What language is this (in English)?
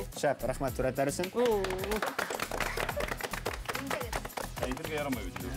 Bashkir